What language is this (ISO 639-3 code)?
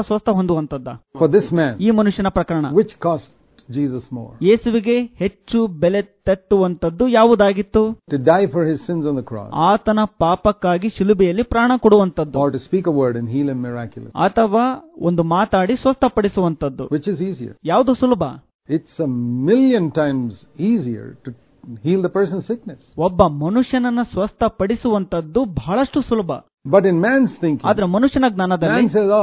kan